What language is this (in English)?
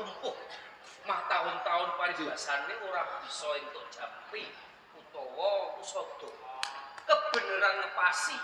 Javanese